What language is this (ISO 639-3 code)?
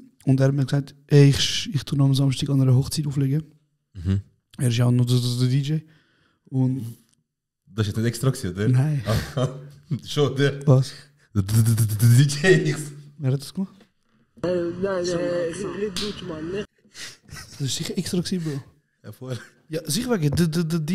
gsw